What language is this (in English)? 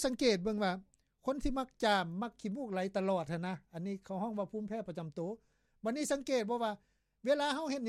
Lao